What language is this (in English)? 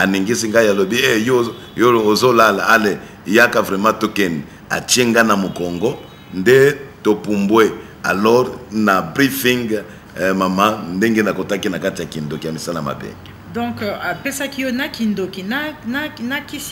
Lingala